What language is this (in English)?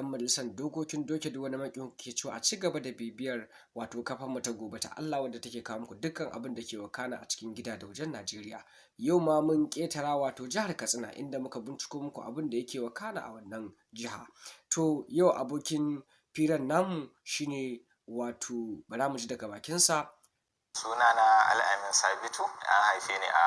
Hausa